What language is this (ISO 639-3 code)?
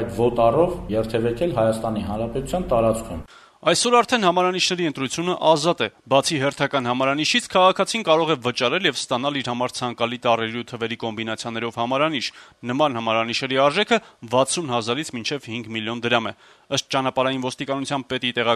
hye